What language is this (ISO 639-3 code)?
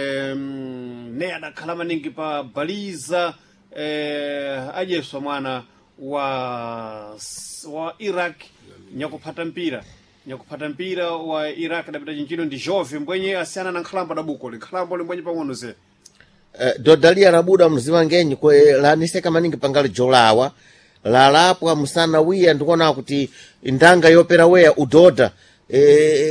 seh